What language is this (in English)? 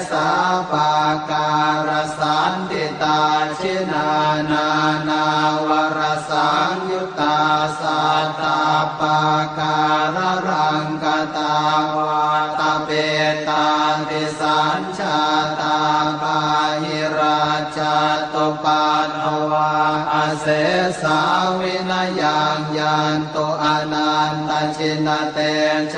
Pali